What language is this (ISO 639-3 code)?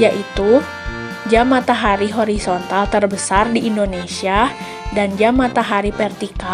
ind